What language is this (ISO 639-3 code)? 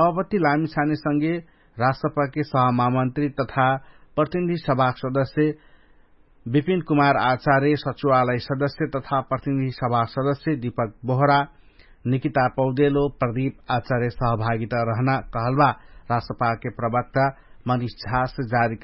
thl